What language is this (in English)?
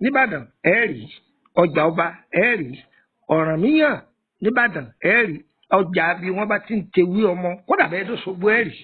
Yoruba